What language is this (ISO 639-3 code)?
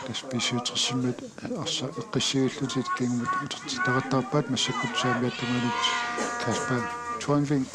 kal